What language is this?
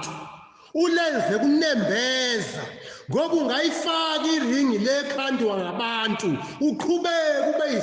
Zulu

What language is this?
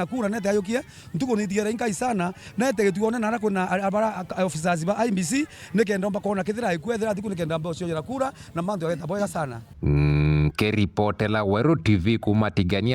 Meru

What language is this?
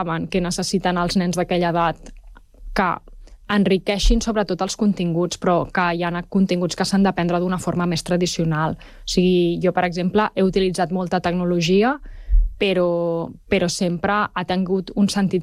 Catalan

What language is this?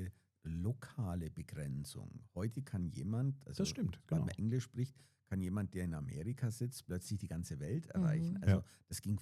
Swiss German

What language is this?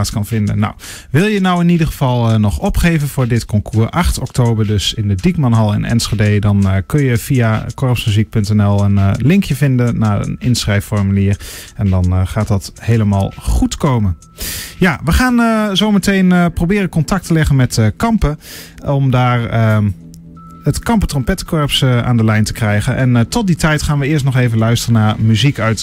Dutch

